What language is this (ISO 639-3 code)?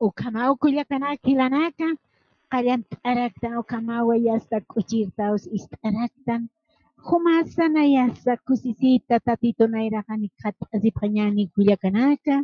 aym